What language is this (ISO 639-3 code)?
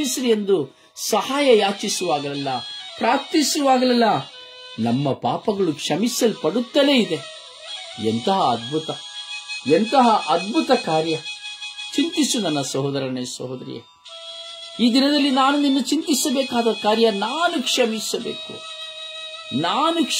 kan